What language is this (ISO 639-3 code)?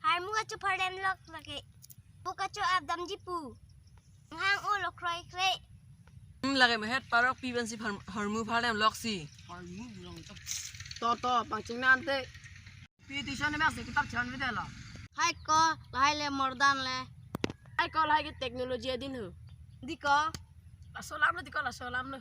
mjw